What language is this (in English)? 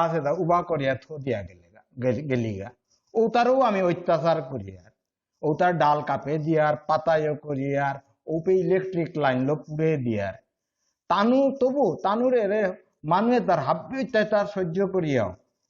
Bishnupriya